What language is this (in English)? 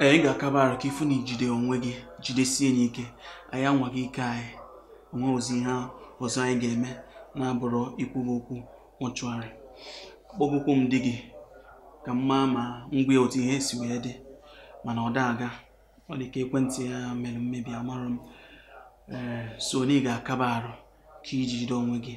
Igbo